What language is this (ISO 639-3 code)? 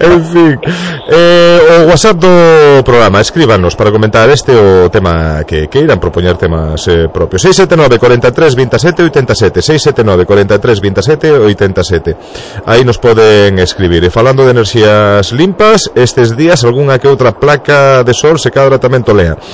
glg